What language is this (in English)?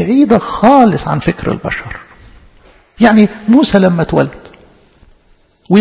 Egyptian Arabic